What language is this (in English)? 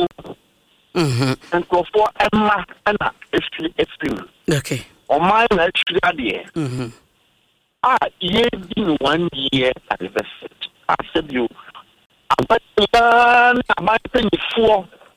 Akan